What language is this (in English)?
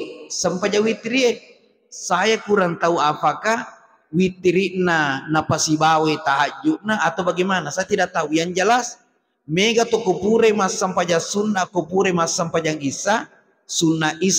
Buginese